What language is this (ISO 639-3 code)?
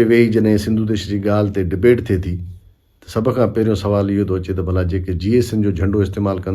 snd